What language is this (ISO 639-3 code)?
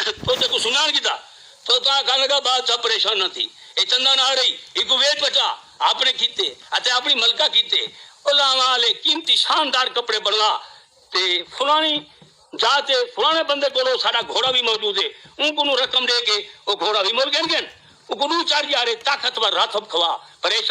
skr